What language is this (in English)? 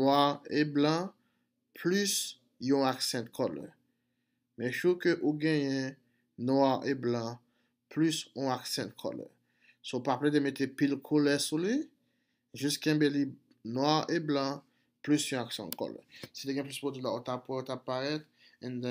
Haitian Creole